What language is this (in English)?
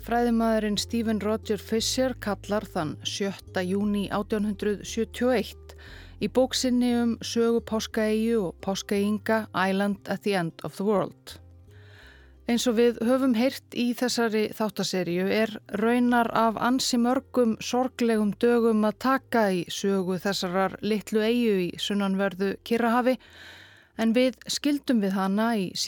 Icelandic